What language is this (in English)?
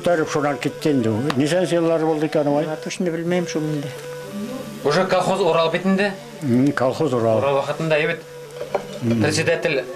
Bashkir